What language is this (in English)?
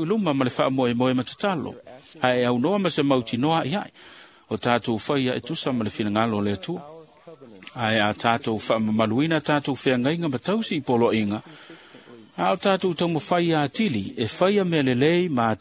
Samoan